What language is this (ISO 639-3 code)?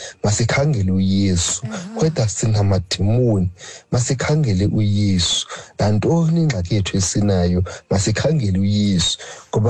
xho